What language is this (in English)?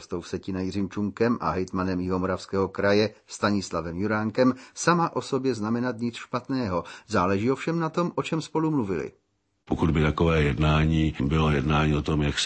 Czech